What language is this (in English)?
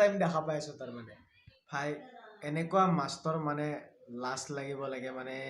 Assamese